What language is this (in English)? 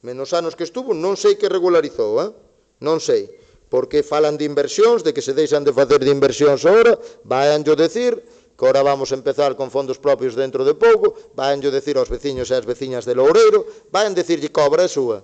Galician